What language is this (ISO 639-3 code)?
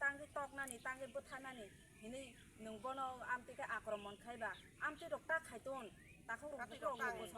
trp